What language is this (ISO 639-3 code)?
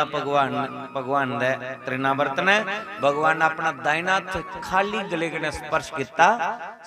doi